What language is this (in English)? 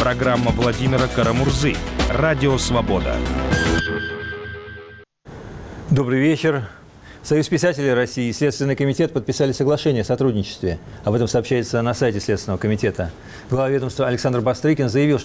Russian